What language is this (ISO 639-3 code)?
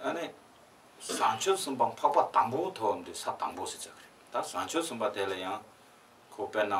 bod